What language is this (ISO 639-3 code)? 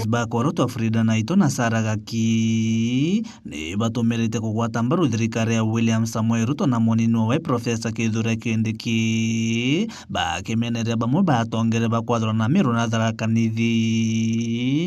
mer